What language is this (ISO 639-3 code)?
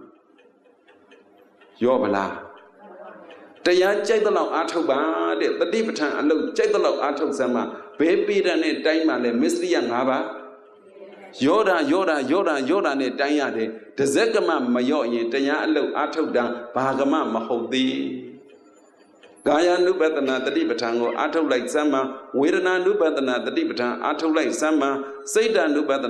mya